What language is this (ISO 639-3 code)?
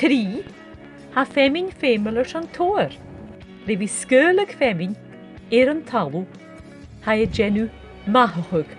gla